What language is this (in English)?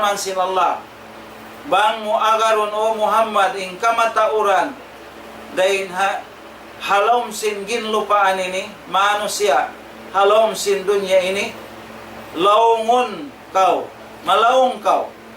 Tausug